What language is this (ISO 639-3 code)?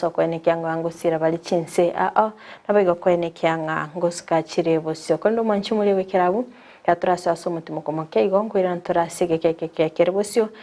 guz